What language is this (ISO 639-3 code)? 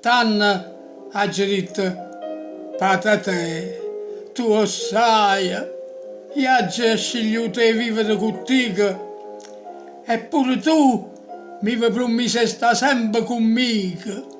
nap